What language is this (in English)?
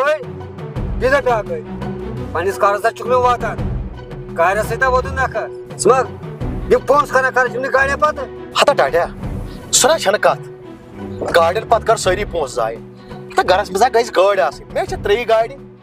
Kashmiri